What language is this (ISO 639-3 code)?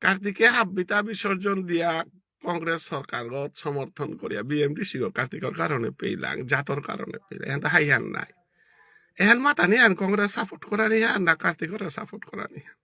bpy